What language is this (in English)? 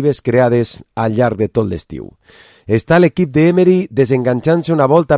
Catalan